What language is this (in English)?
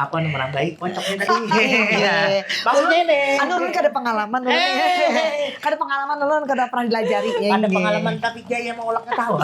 Banjar